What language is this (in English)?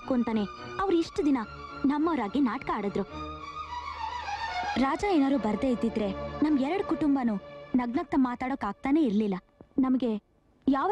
Kannada